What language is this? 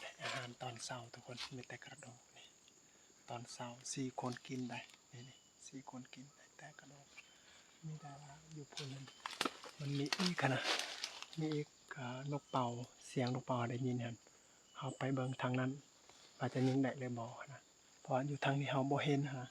Lao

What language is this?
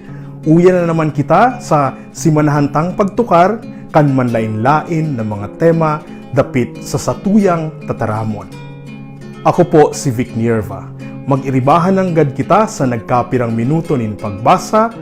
Bikol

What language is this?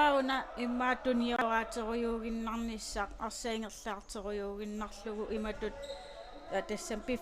Kalaallisut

